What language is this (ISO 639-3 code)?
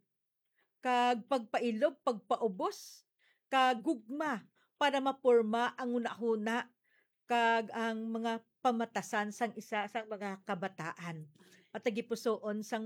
hil